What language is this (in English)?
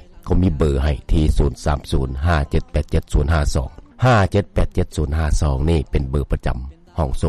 Lao